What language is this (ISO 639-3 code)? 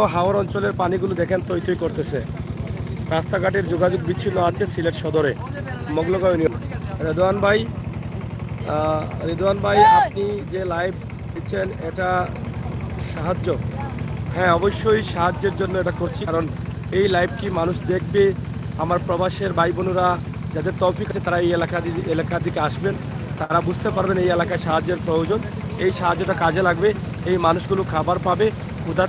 syl